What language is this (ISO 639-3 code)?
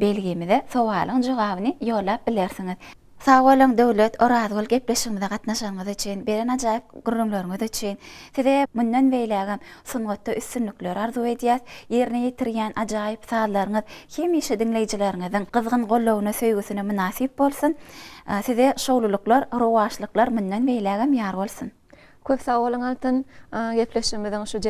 tuk